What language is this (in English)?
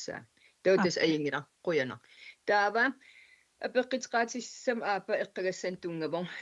Kalaallisut